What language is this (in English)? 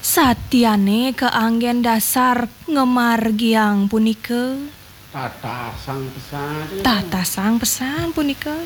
Balinese